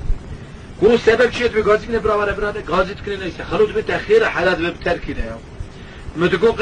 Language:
Kurdish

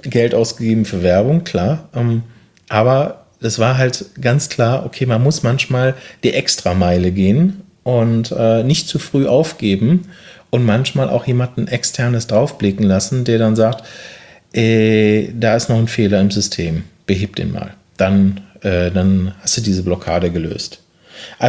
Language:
German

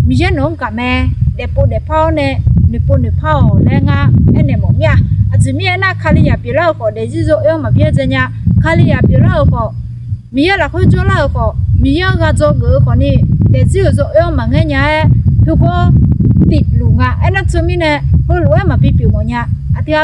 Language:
Akha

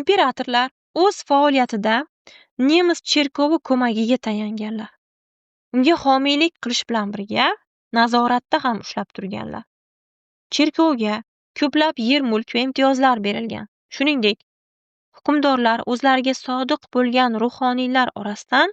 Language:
Uzbek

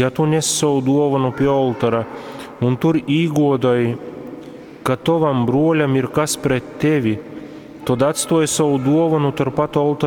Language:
Latgalian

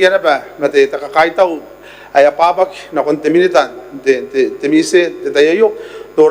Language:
Gilbertese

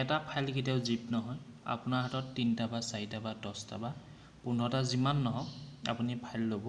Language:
Assamese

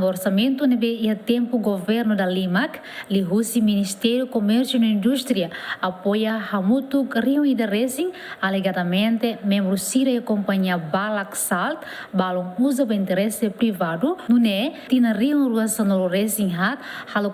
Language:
Tetum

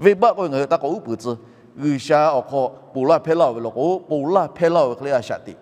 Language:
Lahu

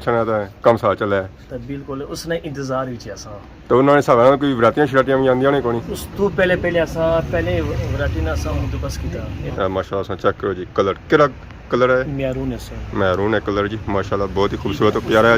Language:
Pahari-Potwari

